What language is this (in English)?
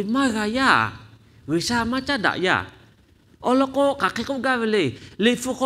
Lahu